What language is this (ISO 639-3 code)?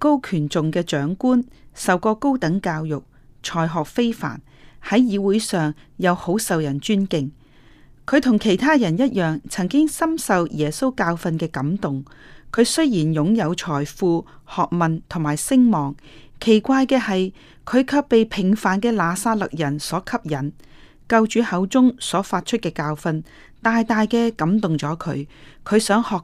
yue